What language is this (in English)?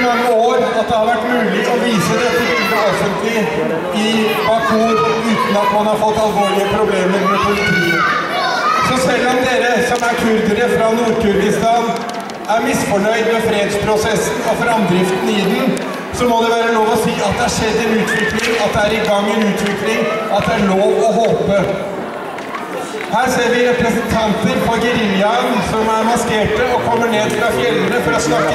Norwegian